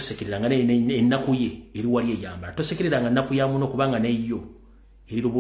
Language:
Ganda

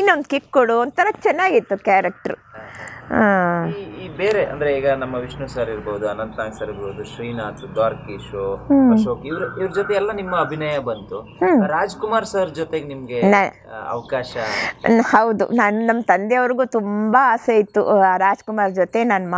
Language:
Kannada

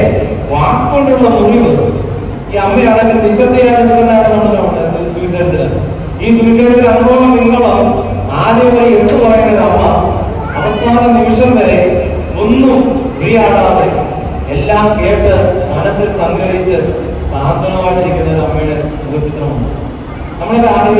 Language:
Malayalam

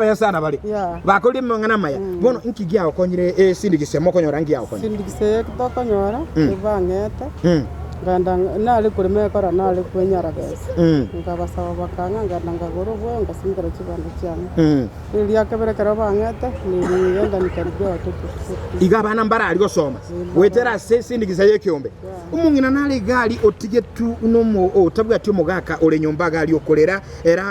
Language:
Gusii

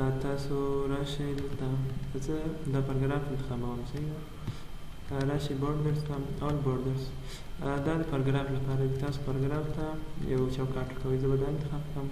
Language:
Pashto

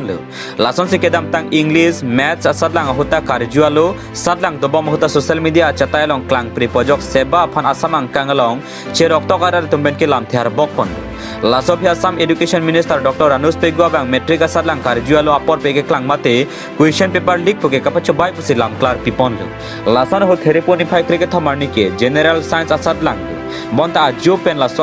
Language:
Karbi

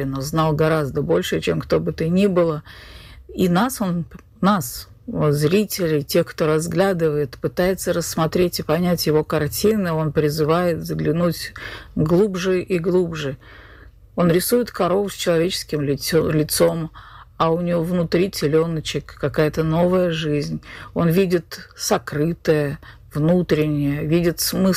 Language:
Russian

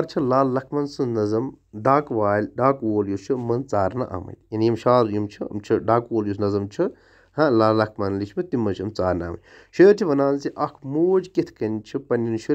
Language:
Kashmiri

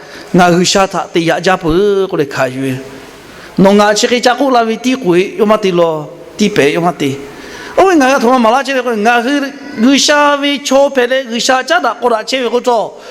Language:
Lahu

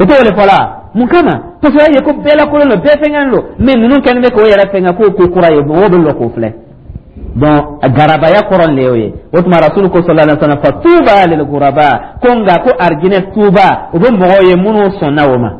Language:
Dyula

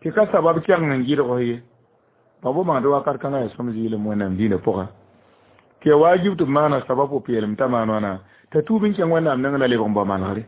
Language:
Mossi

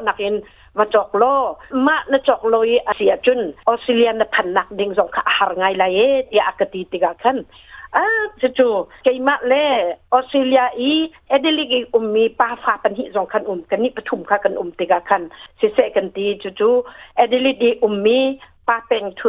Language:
Hakha Chin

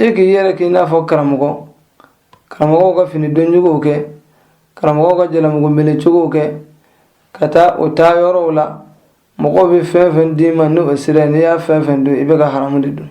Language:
Bambara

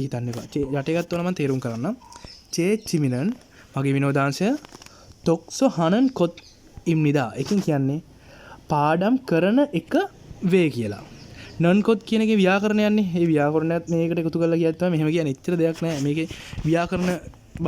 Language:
Sinhala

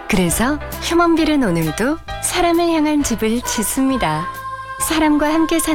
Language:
Korean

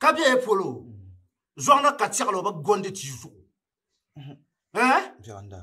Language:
Dagbani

